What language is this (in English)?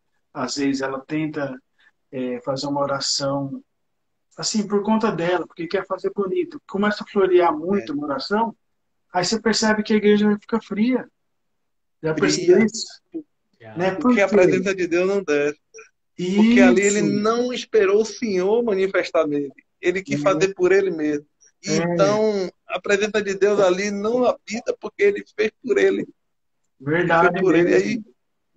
Portuguese